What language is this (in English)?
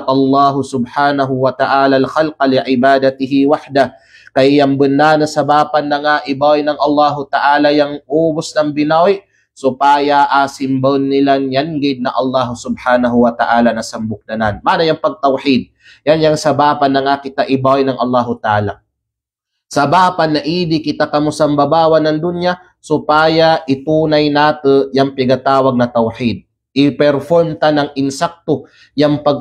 Kalagan